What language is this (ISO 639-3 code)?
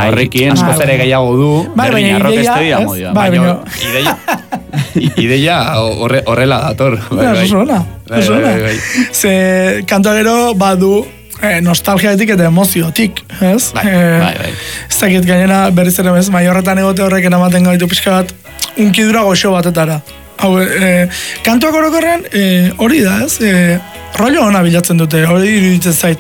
eus